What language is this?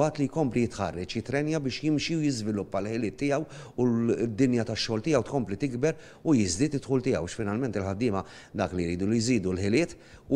Maltese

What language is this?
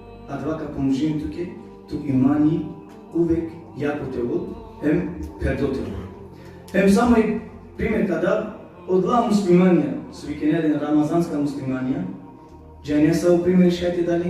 Balkan Romani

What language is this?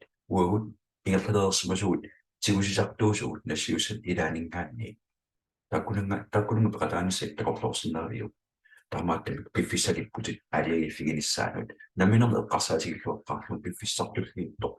Kalaallisut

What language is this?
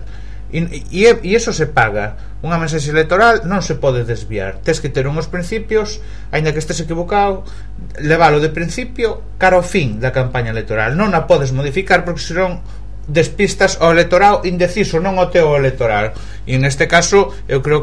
Galician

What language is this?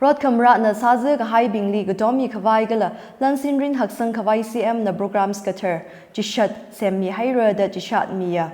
Tangkhul Naga (India)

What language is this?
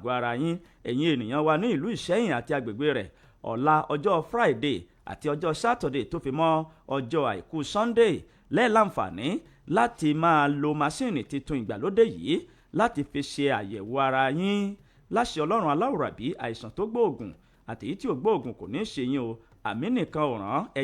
Yoruba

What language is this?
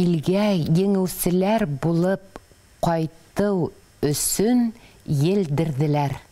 Bashkir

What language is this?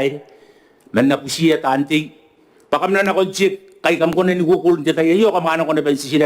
Gilbertese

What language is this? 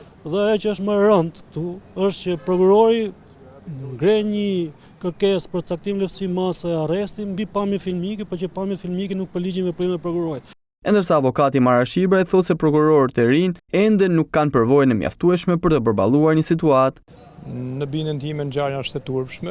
Albanian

